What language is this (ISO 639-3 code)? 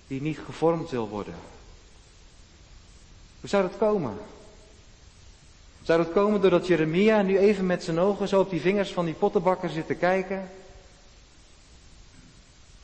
nld